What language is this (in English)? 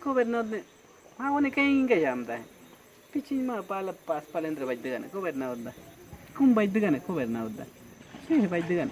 Awa-Cuaiquer